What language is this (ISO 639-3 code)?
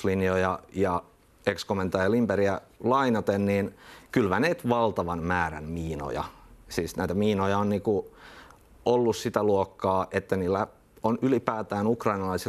fin